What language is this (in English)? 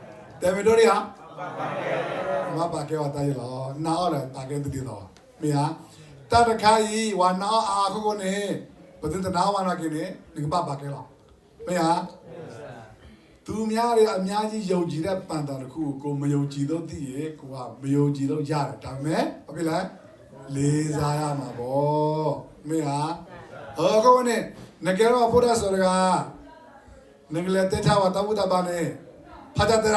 S'gaw Karen